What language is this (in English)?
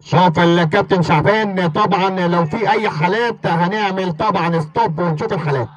Egyptian Arabic